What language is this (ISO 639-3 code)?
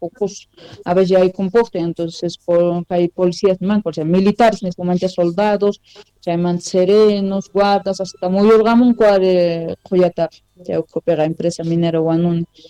que